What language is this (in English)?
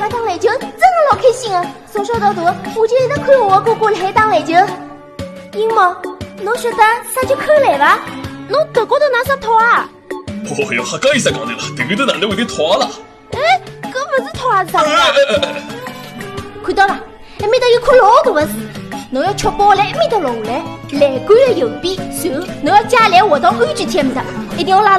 Wu Chinese